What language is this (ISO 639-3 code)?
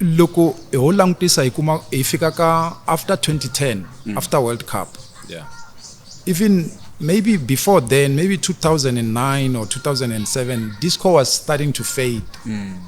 tso